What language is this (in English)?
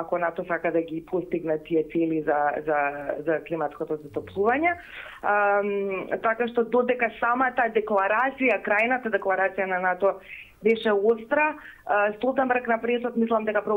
Macedonian